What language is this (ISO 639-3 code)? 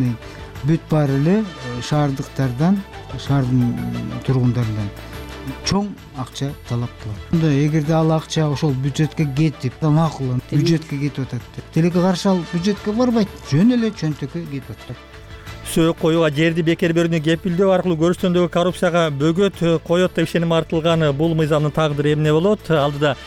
kir